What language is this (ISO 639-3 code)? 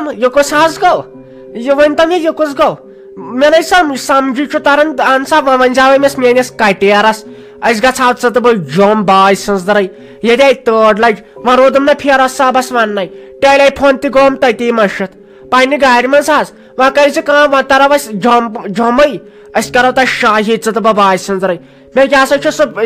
kas